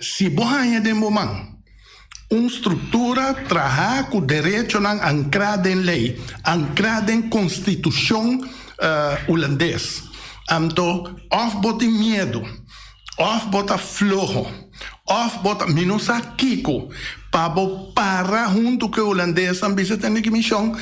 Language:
Papiamento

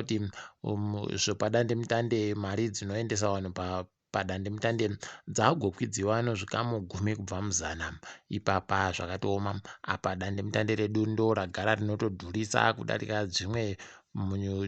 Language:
Ndau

